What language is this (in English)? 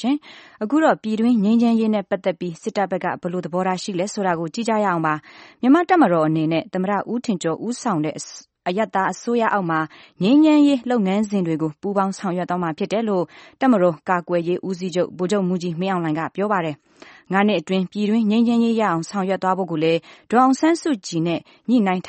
Burmese